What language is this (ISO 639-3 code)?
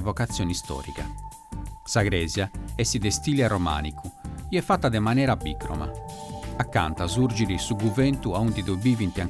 srd